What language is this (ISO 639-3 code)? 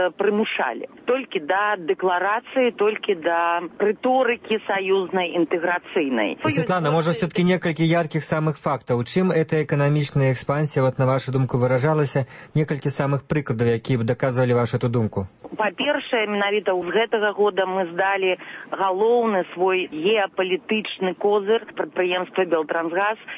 bel